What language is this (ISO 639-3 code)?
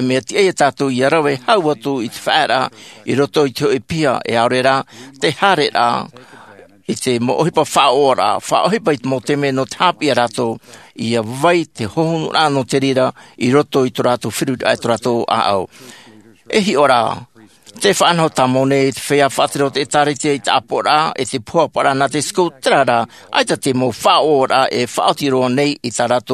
tah